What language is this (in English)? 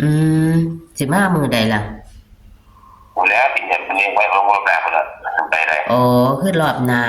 Northeastern Thai